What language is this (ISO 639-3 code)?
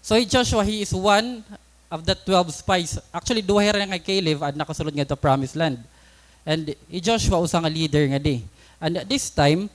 war